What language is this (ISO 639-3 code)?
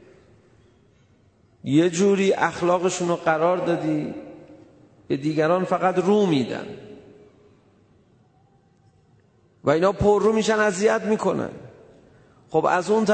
fas